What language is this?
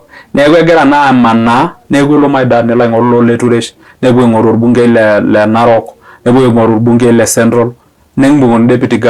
Masai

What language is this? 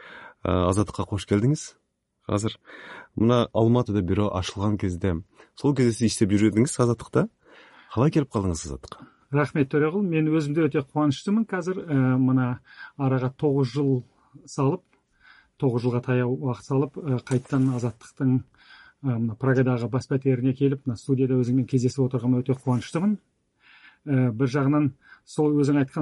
Kazakh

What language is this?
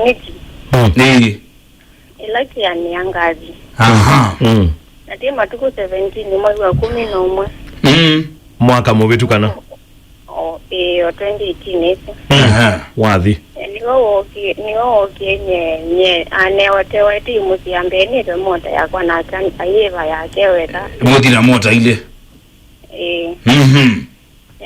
Kamba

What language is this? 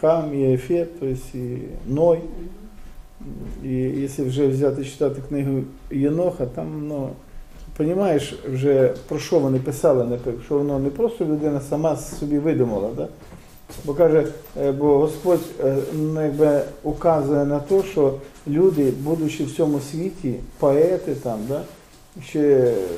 Ukrainian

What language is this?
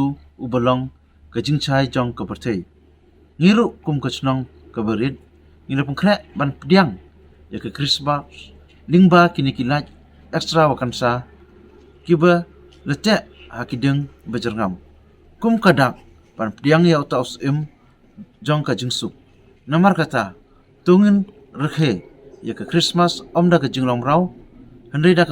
Khasi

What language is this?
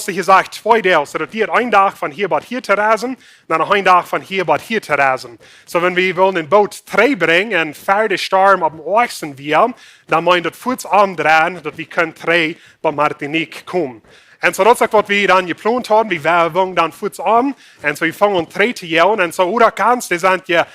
Plautdietsch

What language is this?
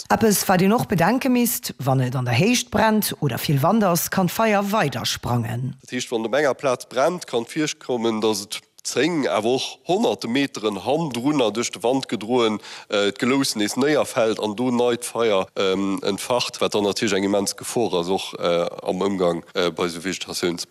Luxembourgish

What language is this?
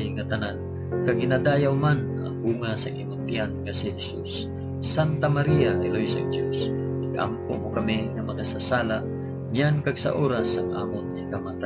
Hiligaynon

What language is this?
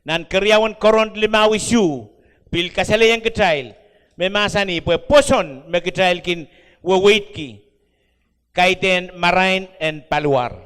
Pohnpeian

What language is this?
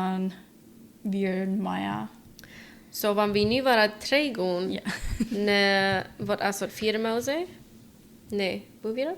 Plautdietsch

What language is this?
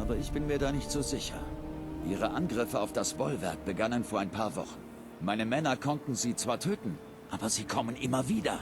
Bavarian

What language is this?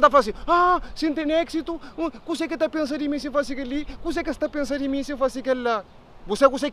Kabuverdianu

